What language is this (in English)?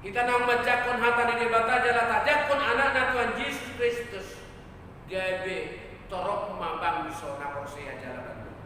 Batak Toba